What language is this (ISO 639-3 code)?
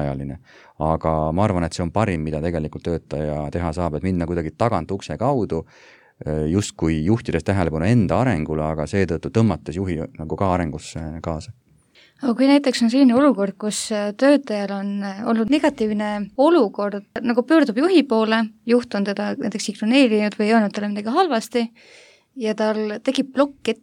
est